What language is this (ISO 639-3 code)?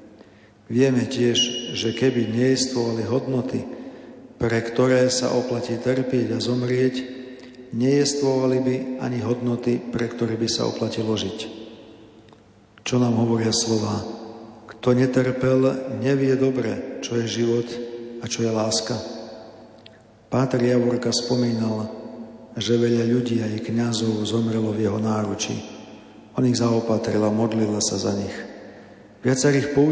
slk